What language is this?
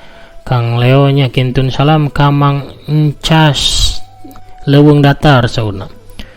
Sundanese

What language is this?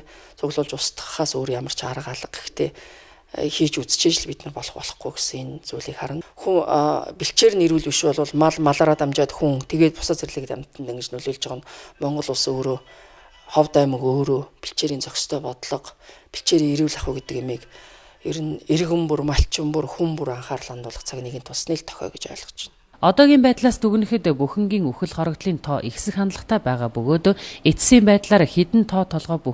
Mongolian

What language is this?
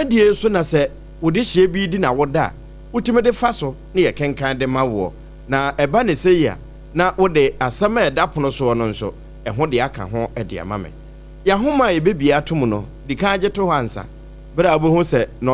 Akan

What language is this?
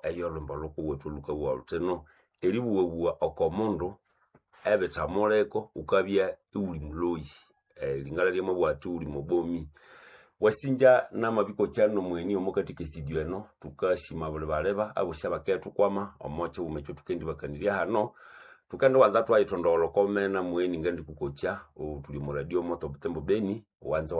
Nande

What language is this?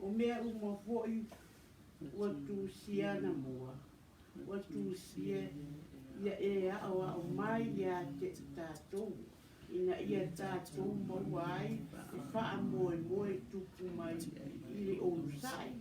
Samoan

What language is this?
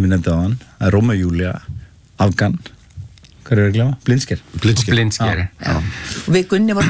Icelandic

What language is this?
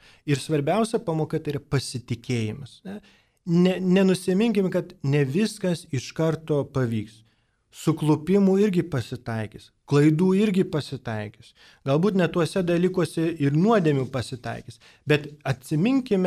Lithuanian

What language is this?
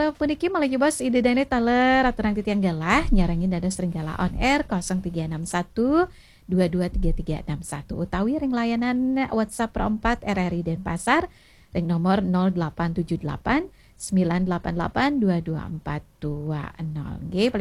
Balinese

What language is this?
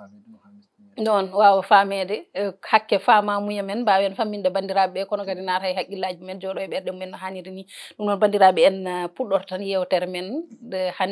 Fula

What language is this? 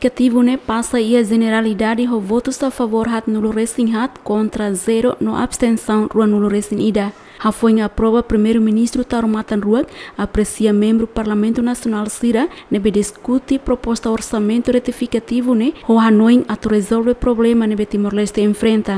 Tetum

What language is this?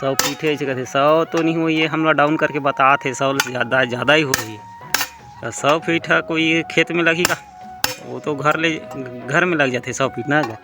Chhattisgarhi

